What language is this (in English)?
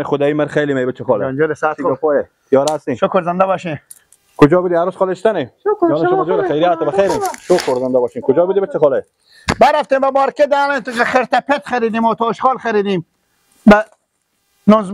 Persian